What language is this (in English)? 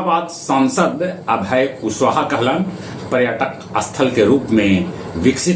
Magahi